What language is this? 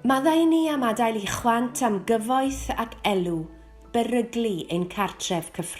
Welsh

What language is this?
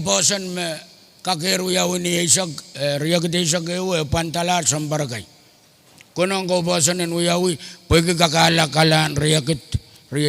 Pohnpeian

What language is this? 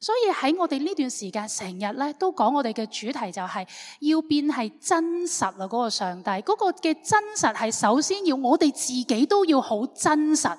Cantonese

